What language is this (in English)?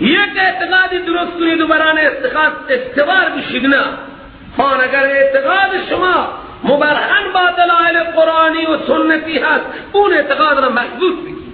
Persian